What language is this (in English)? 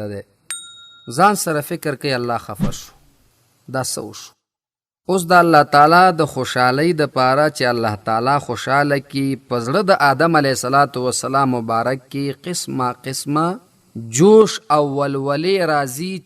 Pashto